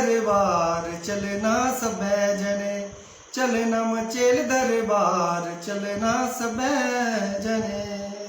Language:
Dogri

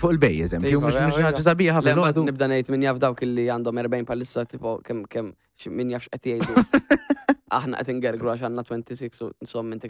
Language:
Maltese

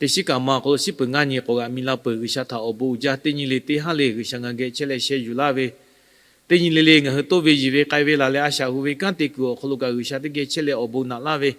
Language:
Lahu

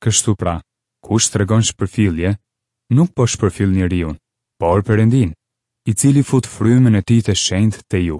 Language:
Albanian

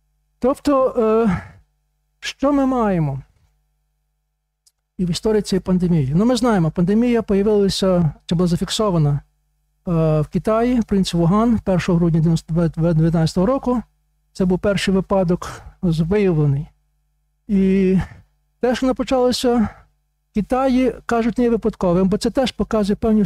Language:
Ukrainian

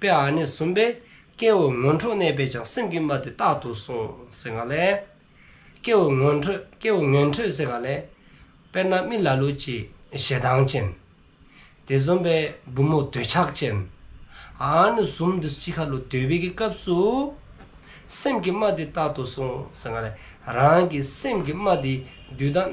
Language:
Dzongkha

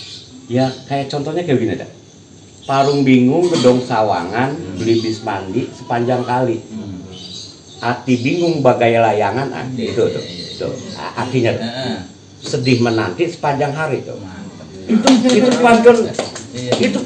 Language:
Betawi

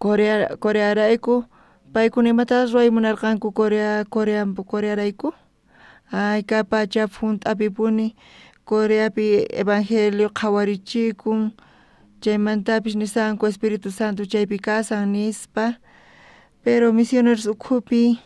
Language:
South Bolivian Quechua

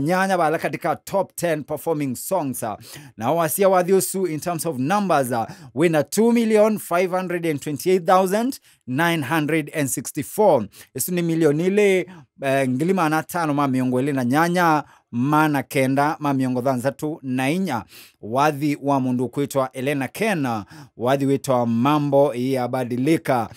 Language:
Kamba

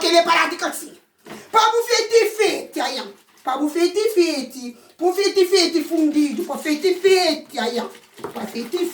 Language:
Kabuverdianu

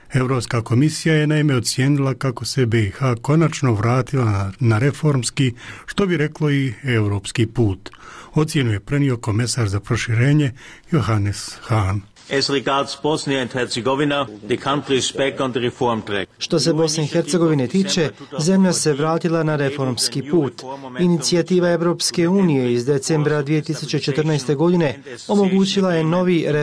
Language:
Bosnian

